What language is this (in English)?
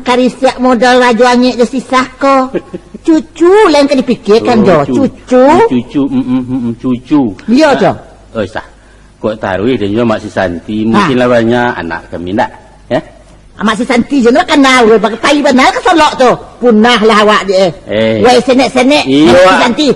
Minangkabau